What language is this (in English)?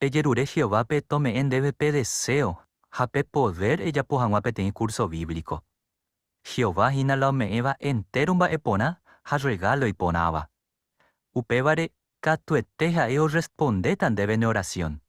Guarani